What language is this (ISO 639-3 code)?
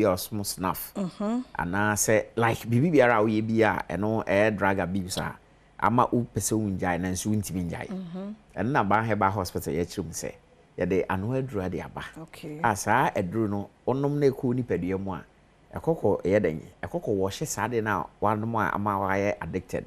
aka